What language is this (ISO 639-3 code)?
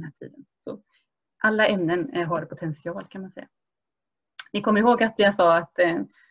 swe